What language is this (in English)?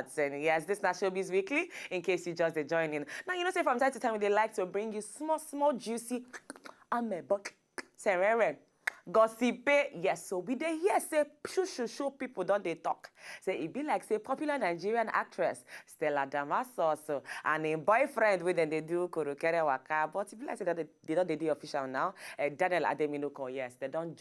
Nigerian Pidgin